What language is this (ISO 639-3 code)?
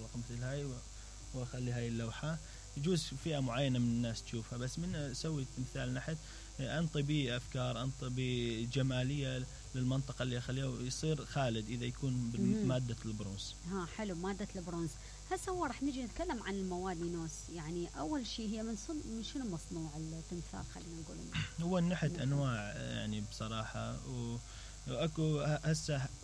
acm